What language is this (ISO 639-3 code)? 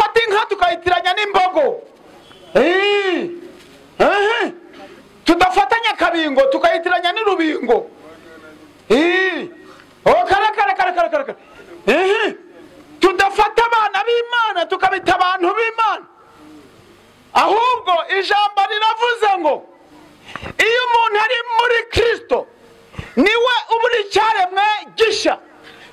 kin